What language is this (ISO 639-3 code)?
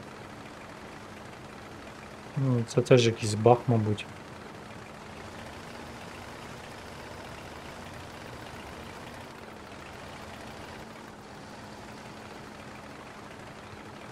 ukr